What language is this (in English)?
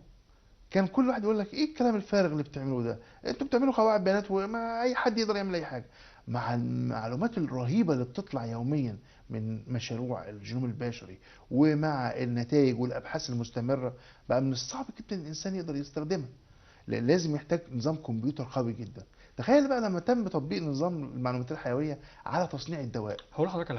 Egyptian Arabic